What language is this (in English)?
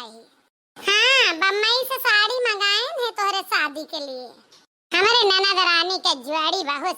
Awadhi